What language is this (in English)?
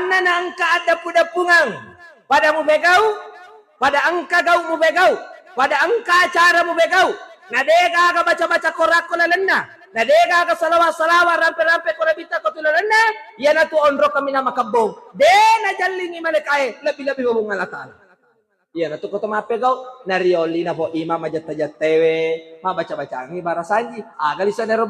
Buginese